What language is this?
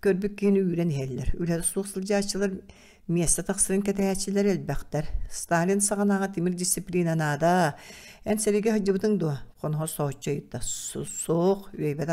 Yakut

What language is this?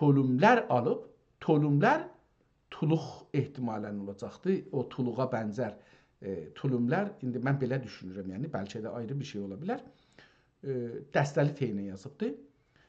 South Azerbaijani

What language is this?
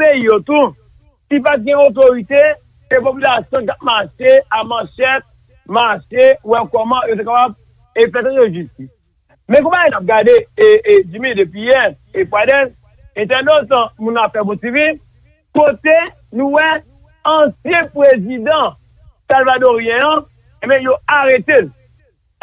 Haitian Creole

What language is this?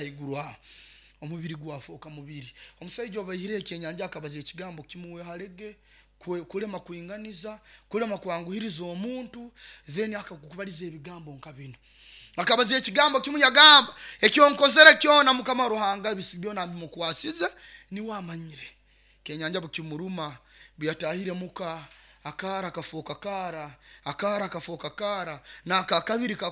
Nyoro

